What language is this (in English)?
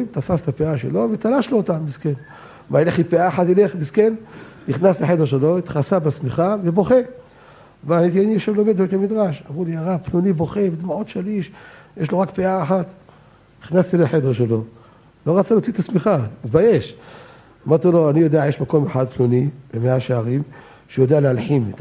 Hebrew